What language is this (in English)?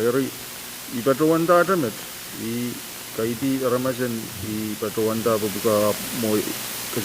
Pohnpeian